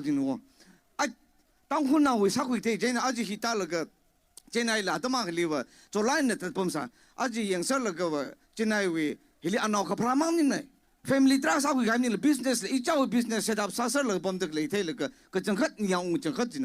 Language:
Tangkhul Naga (India)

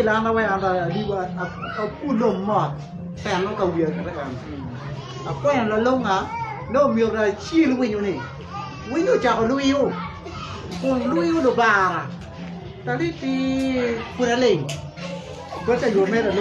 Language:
Acoli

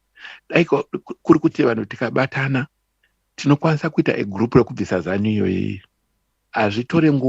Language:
Shona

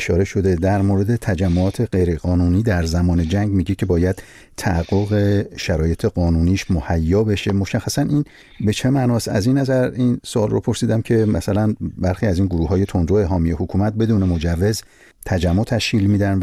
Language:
Persian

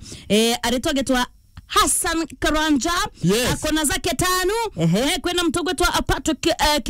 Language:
Meru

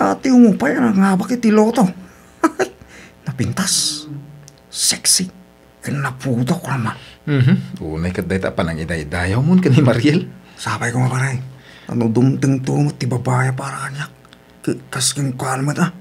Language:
Iloko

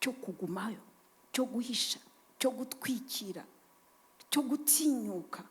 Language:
Kinyarwanda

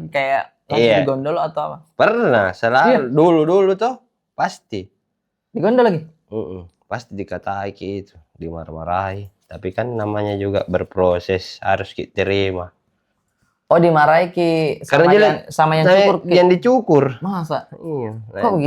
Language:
Makassar Malay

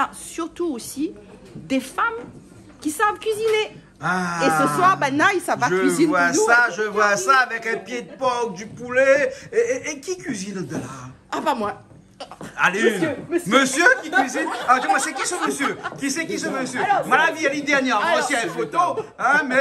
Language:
Réunion Creole French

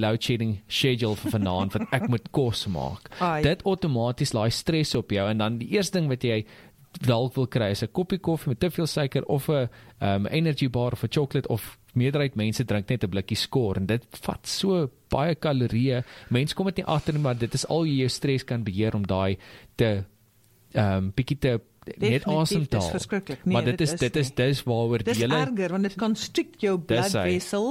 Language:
Afrikaans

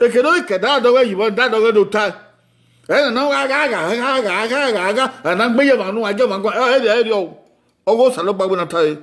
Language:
Bini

